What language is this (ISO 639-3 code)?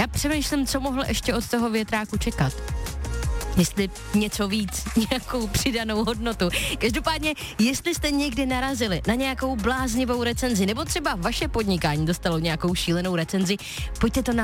ces